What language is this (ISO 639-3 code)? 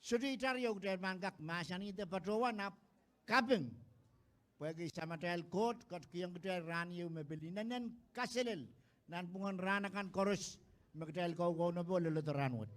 pon